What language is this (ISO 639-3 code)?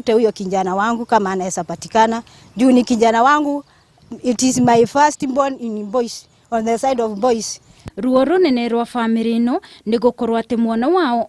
kik